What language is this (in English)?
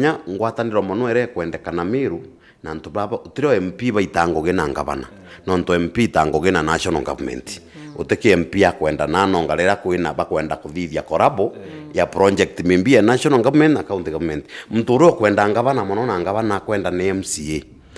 Meru